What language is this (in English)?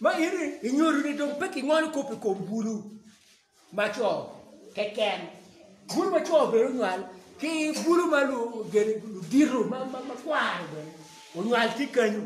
Acoli